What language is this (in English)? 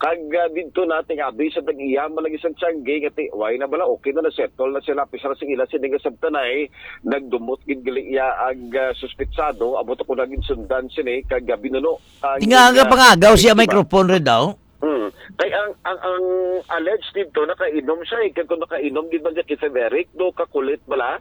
Hiligaynon